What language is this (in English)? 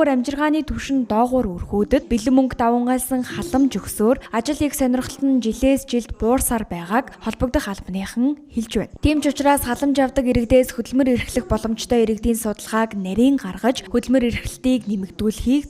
Mongolian